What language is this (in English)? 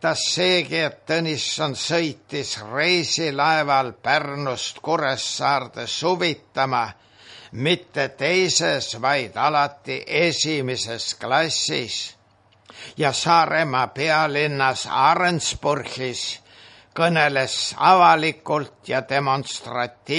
Estonian